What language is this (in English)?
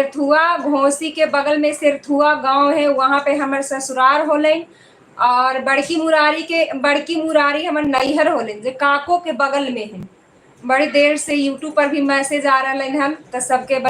Magahi